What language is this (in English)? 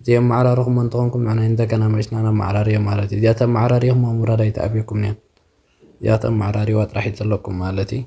Tigrinya